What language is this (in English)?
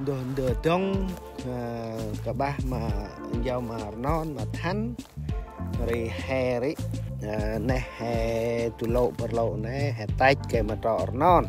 Central Mnong